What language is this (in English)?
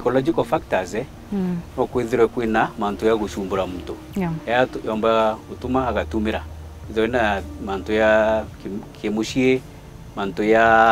Meru